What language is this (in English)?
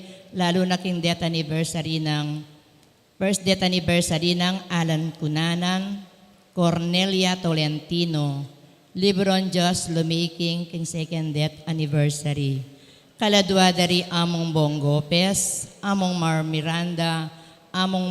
Pampanga